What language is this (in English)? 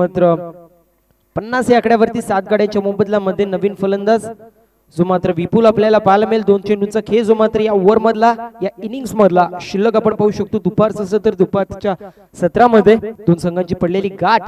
Marathi